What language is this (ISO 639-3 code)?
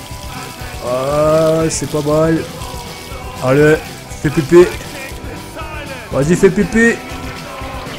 fra